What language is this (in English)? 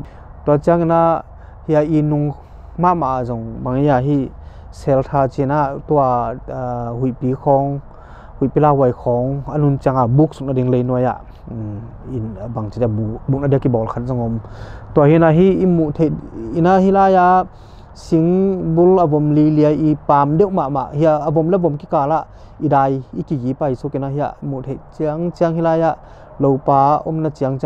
Tedim Chin